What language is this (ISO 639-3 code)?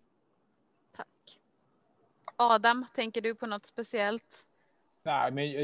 swe